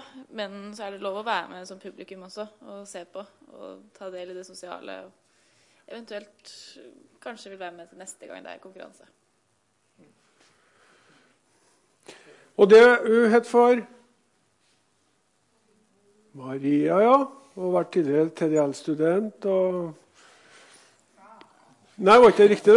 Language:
Norwegian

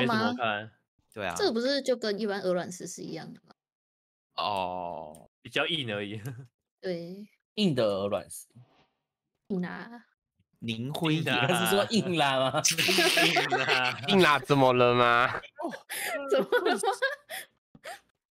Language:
Chinese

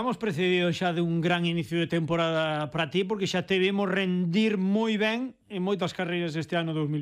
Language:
Galician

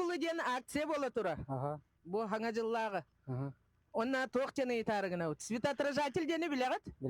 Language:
Yakut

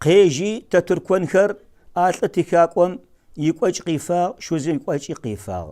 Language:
Adyghe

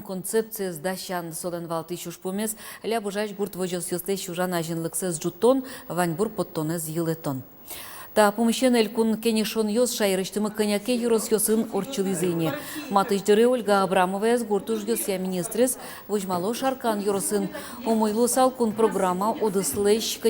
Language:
Udmurt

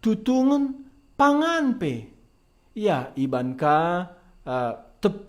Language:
Batak Karo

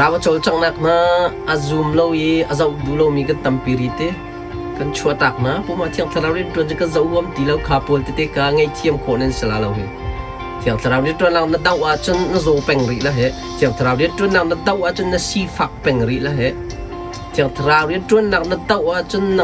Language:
Hakha Chin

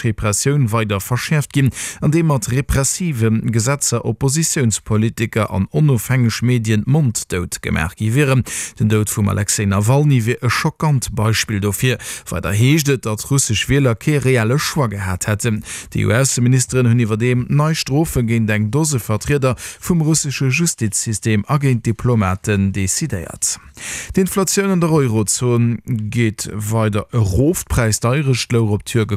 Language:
Luxembourgish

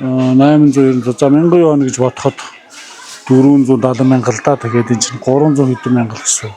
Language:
Mongolian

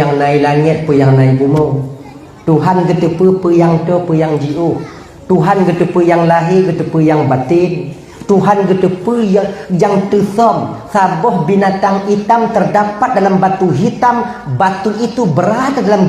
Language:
Achinese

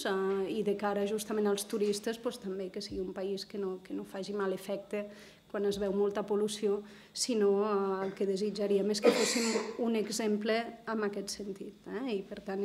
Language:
Catalan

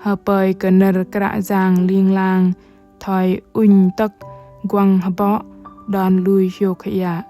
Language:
Bahnar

